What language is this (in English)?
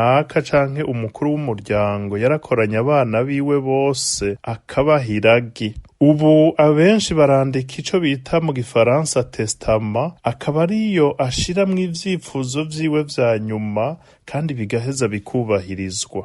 Rundi